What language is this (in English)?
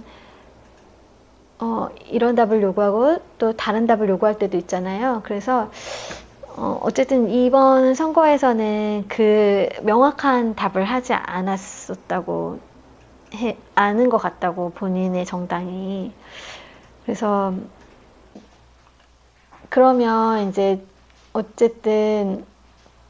Korean